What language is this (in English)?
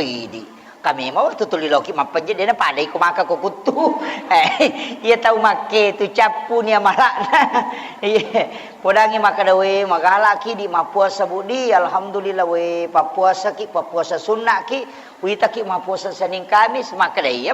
Buginese